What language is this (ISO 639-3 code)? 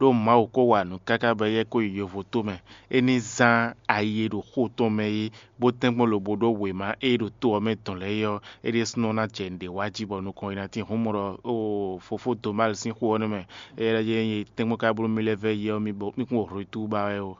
fon